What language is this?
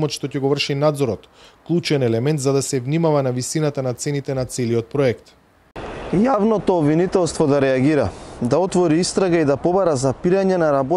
Macedonian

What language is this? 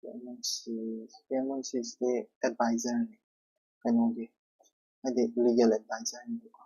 Manipuri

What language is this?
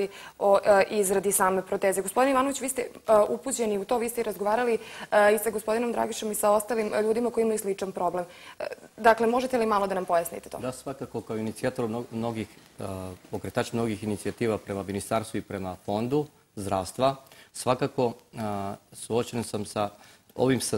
Serbian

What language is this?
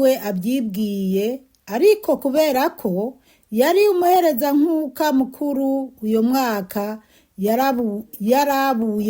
Rundi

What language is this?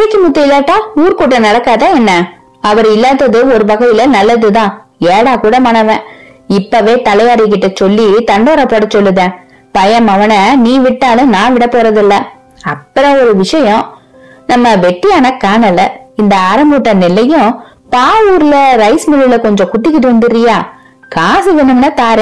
Tamil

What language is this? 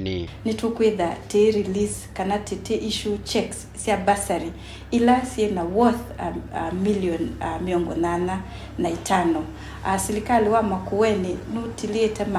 Kamba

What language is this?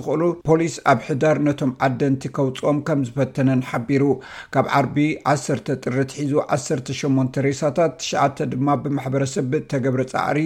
Tigrinya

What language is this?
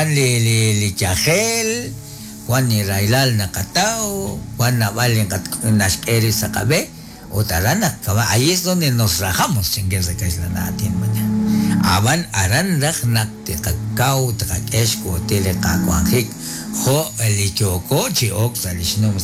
Kekchí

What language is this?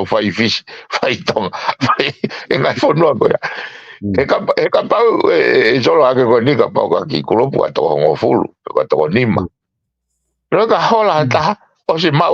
Tongan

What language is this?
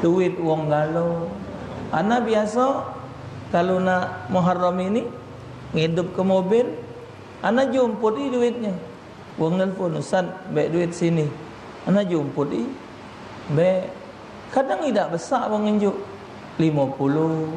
Musi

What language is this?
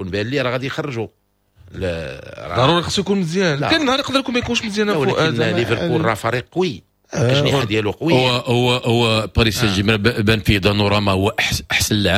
Moroccan Arabic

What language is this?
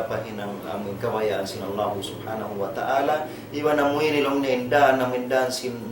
Tausug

